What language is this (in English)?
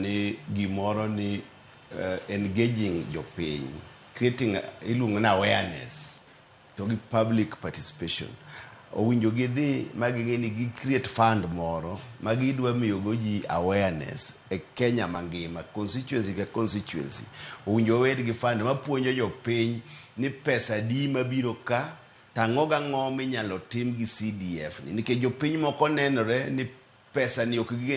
Luo (Kenya and Tanzania)